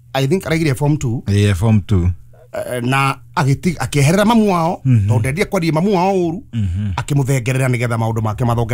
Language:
Kikuyu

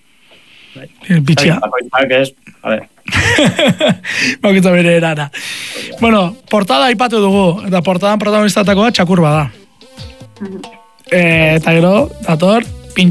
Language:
Basque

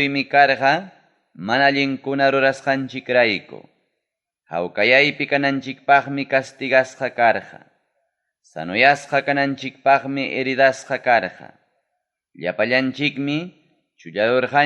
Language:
Ayacucho Quechua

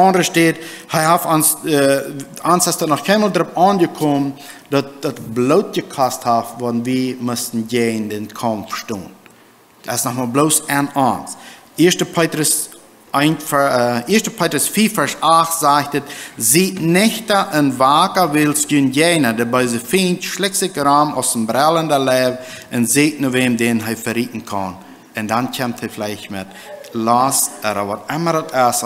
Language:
Plautdietsch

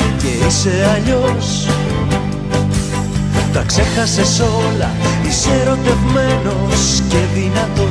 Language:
Greek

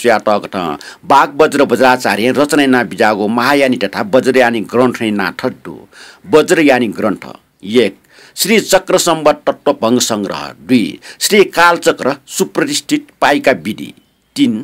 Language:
Newari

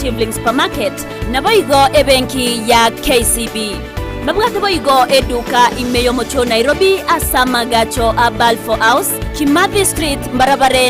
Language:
Gusii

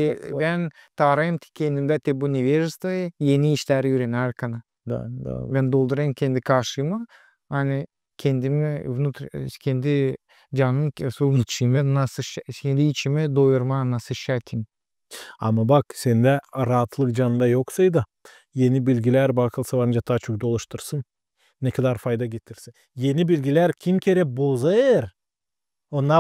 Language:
Gagauz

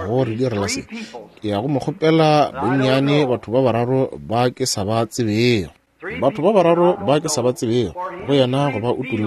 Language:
Northern Sotho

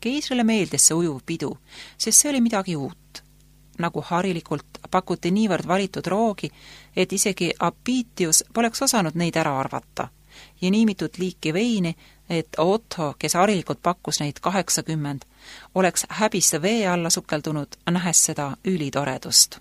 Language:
Estonian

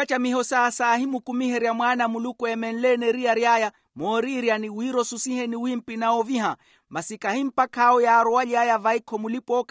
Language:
Makhuwa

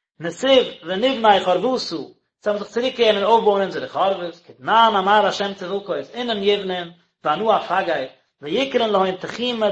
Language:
Yiddish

